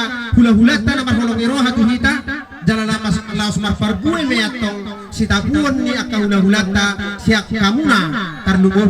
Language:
Batak Toba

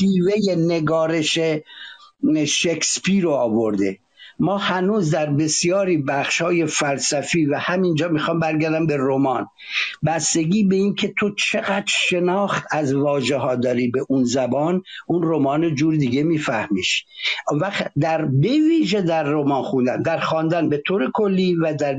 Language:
Persian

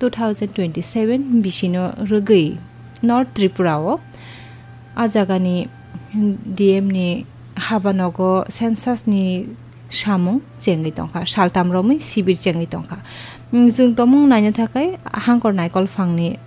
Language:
Kok Borok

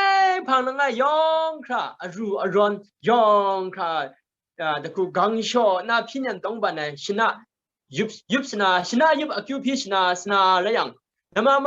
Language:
Kachin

